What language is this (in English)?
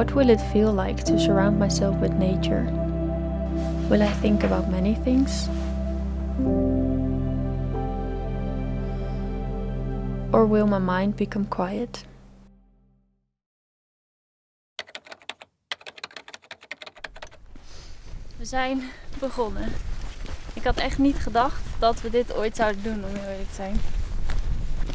Dutch